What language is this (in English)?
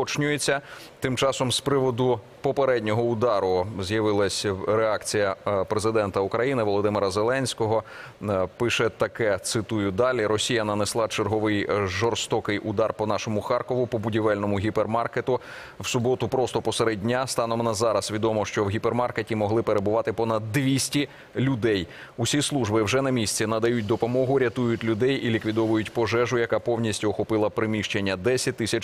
Ukrainian